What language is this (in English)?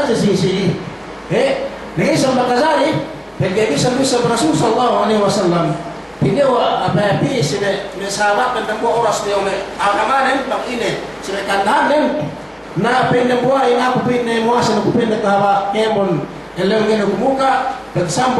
Yakan